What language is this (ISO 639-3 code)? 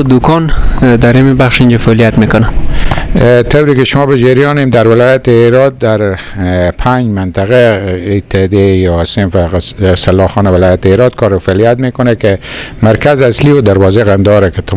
fas